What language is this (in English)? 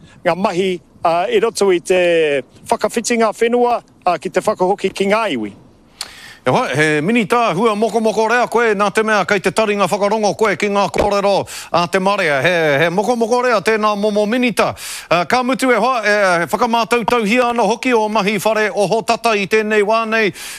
Māori